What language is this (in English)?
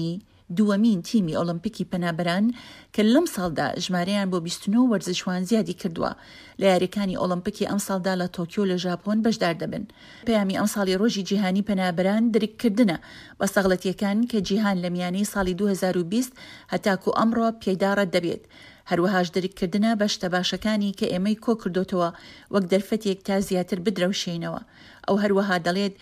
Central Kurdish